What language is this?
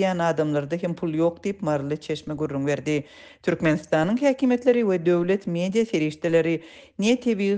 Turkmen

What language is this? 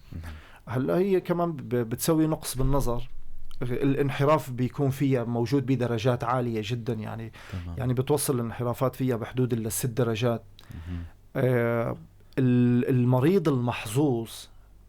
North Levantine Arabic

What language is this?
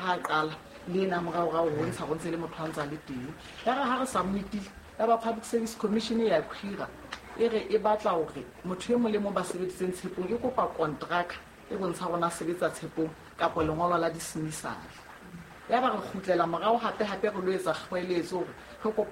Southern Sotho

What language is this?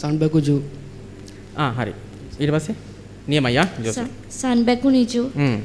Sinhala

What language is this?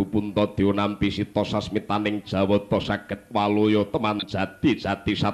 Javanese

